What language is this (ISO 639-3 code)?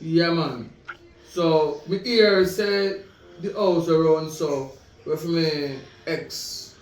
jam